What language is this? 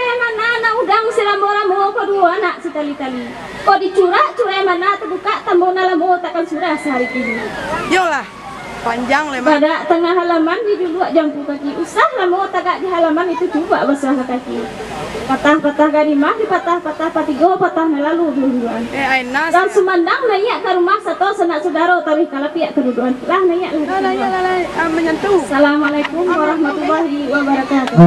Minangkabau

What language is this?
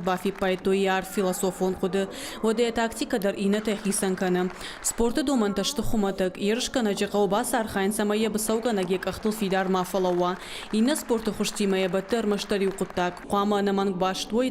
Ossetic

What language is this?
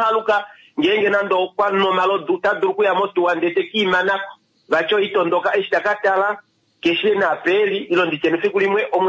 Kuanyama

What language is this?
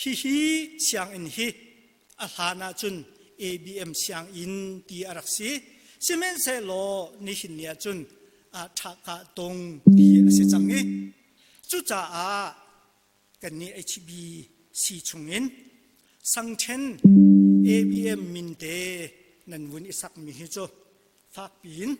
Hakha Chin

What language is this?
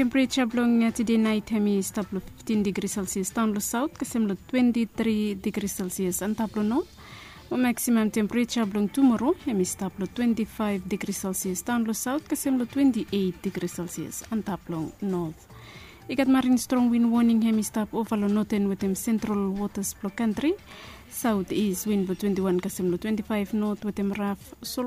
Bislama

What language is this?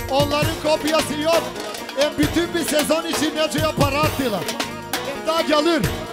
Turkish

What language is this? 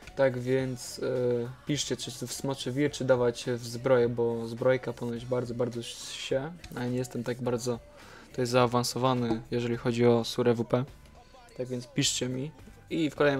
Polish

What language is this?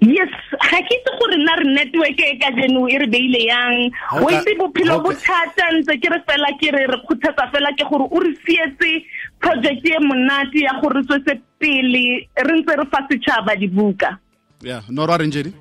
Tswana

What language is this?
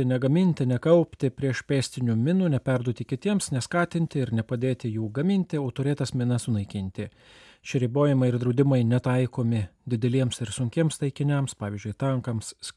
Lithuanian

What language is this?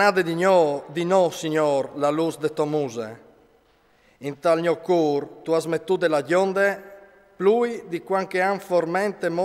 Friulian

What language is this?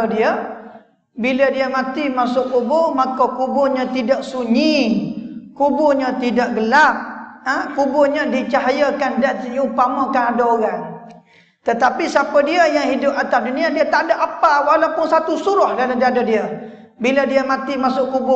Malay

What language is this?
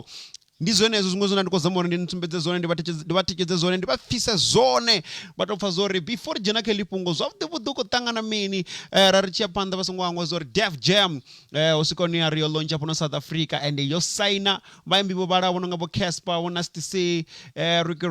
Venda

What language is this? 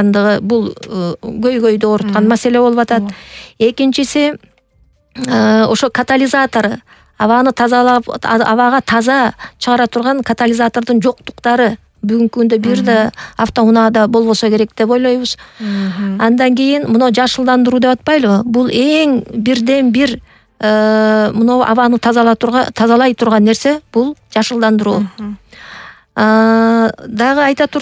Kyrgyz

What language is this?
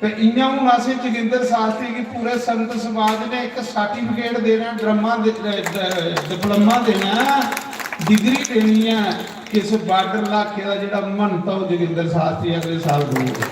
Dogri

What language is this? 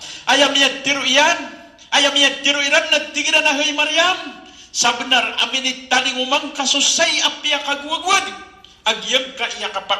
Maranao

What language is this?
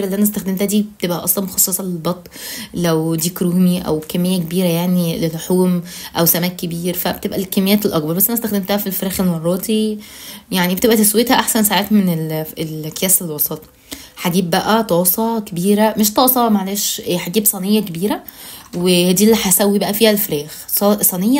Egyptian Arabic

